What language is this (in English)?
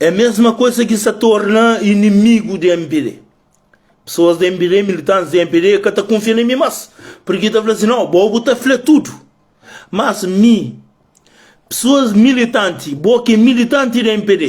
Kabuverdianu